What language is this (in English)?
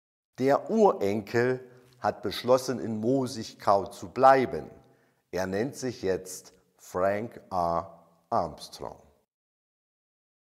German